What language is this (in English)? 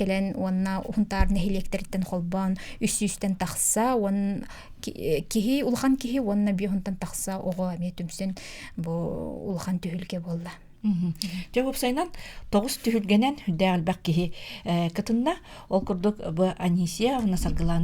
Yakut